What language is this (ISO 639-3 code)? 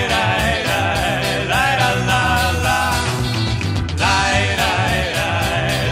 ron